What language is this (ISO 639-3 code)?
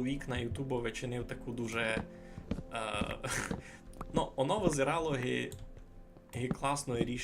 rue